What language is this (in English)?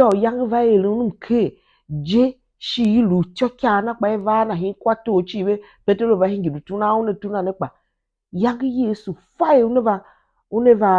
Tiv